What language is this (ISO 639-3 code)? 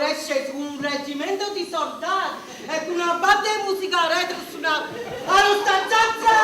nap